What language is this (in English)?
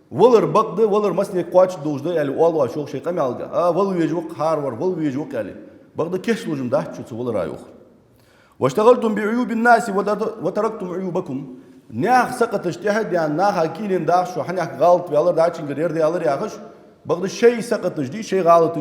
Ingush